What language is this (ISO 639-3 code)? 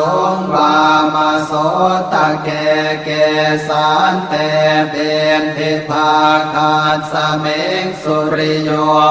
pli